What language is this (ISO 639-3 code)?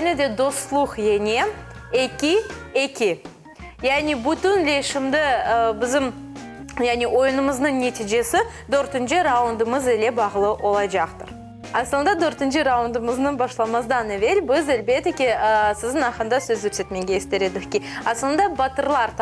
crh